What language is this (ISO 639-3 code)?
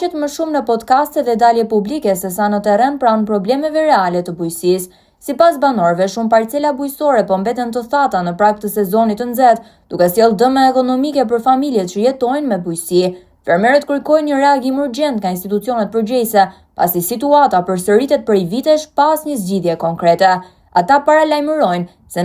sqi